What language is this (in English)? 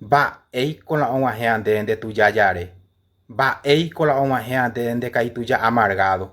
Guarani